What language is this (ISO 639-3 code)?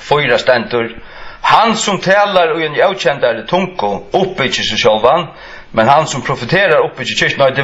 fao